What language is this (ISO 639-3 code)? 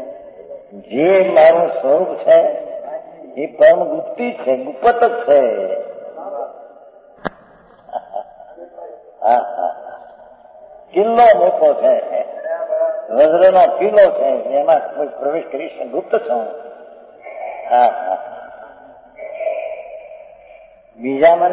guj